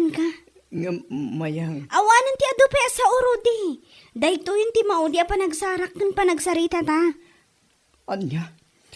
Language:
Iloko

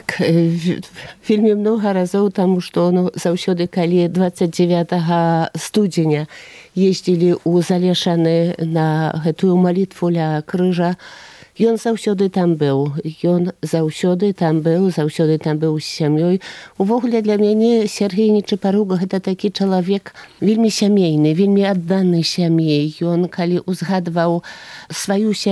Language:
Belarusian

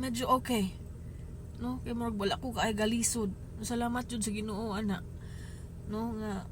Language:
Cebuano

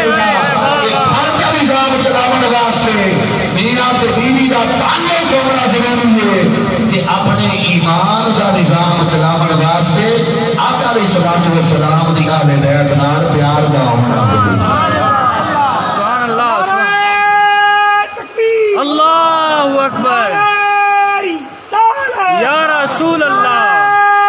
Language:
Saraiki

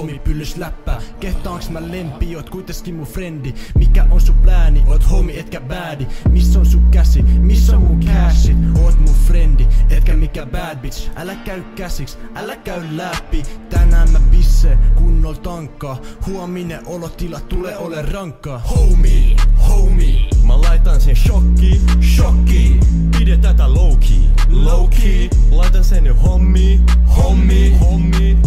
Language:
Finnish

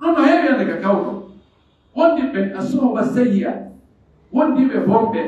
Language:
Pular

